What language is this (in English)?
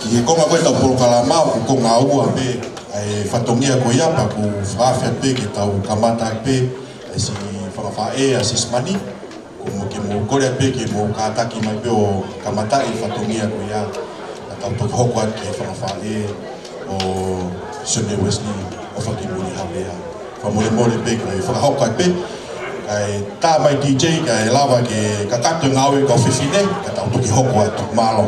Tongan